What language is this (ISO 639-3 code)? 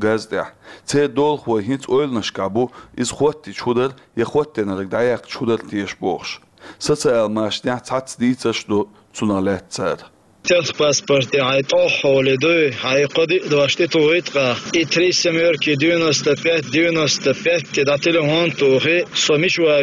che